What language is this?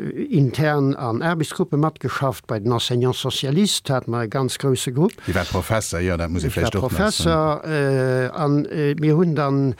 Luxembourgish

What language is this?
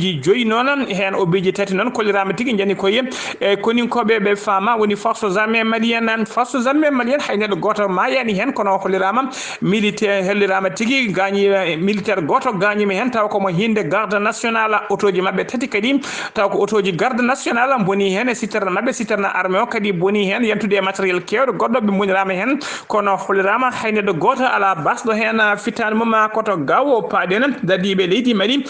Fula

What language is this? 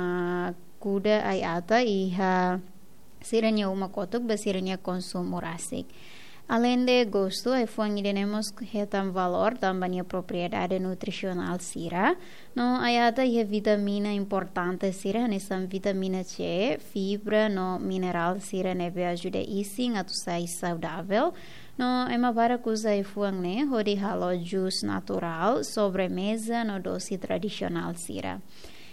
Tetum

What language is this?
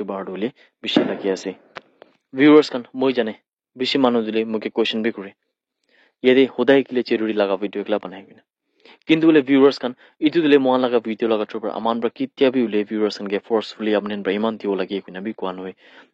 Naga Pidgin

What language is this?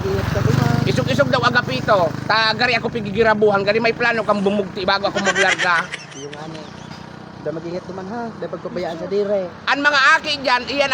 Bikol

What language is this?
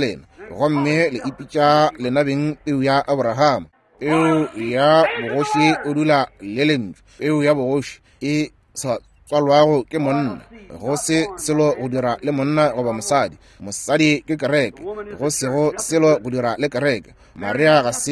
Northern Sotho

